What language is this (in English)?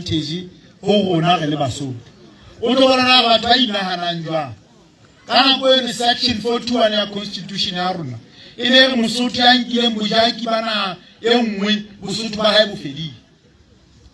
Southern Sotho